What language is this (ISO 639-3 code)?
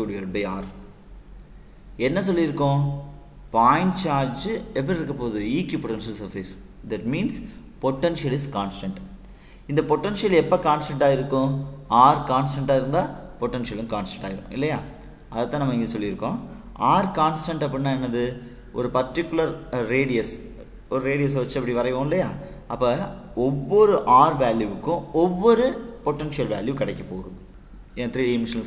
tam